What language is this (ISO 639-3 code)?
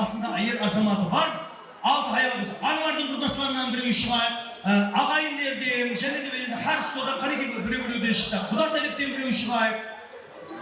kaa